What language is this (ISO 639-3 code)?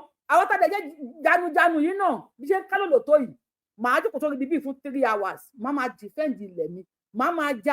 yor